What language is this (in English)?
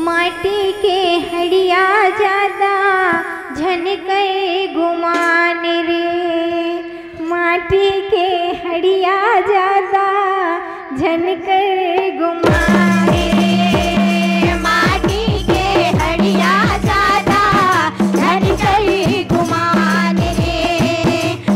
Chhattisgarhi